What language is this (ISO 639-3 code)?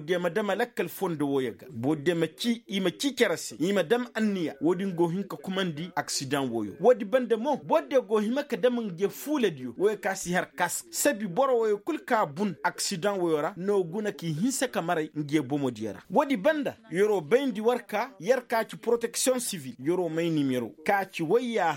ses